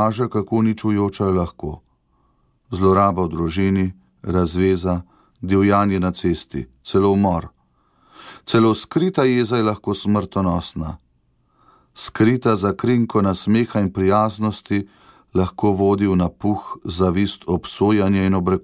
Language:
Slovenian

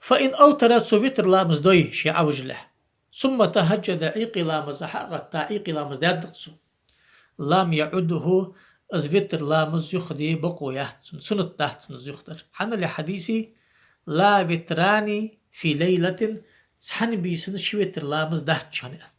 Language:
Ingush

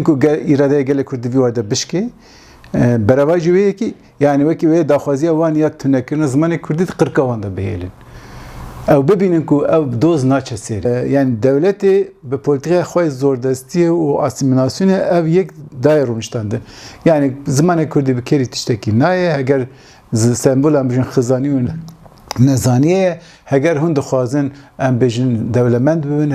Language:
Kurdish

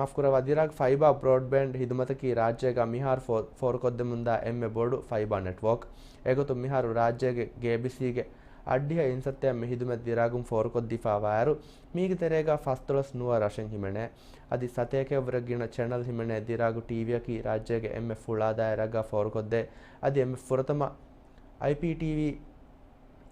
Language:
Divehi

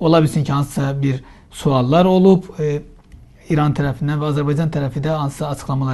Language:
Azerbaijani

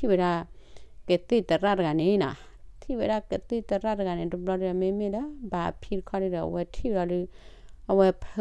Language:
S'gaw Karen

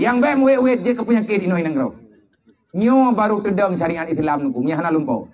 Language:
Achinese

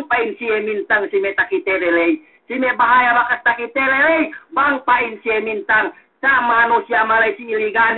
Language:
Yakan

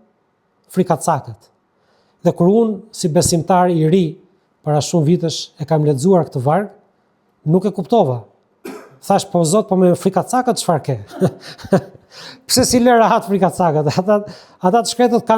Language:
Albanian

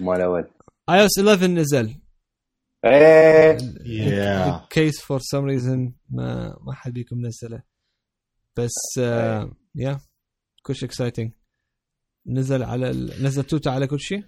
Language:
Mesopotamian Arabic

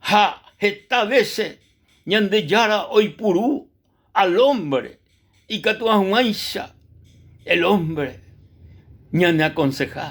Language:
Guarani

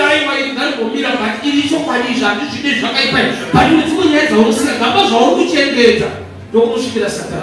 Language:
Shona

